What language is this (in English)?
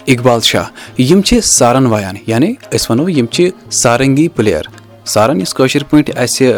Kashmiri